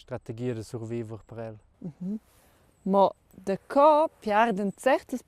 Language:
Romansh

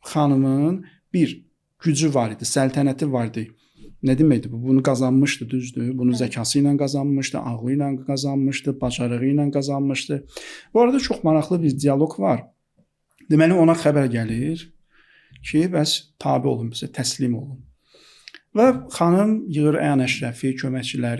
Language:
Azerbaijani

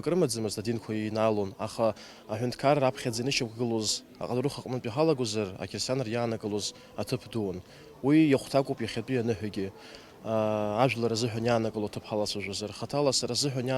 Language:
Abkhazian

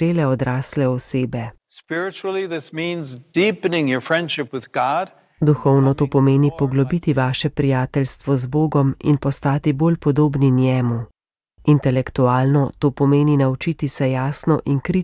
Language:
Slovenian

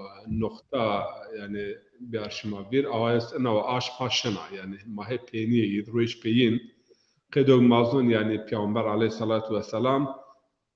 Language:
Zaza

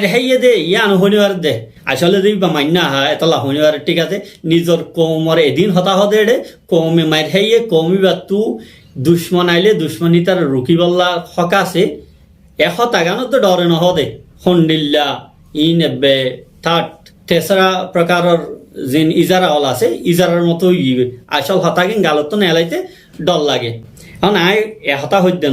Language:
Rohingya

